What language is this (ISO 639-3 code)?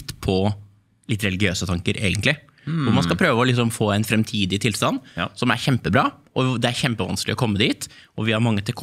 nor